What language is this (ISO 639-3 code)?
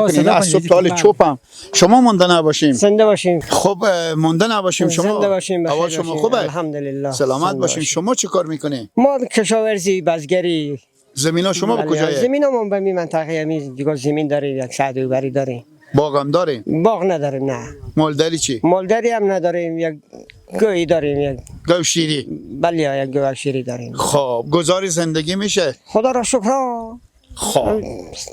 fas